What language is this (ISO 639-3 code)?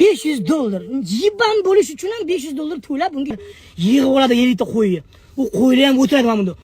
uzb